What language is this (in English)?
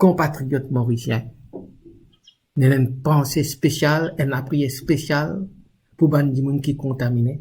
Morisyen